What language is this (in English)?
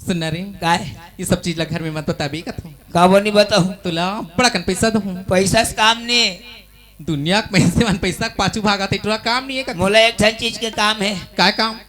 Chhattisgarhi